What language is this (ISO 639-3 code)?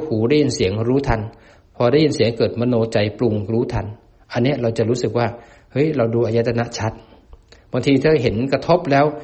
tha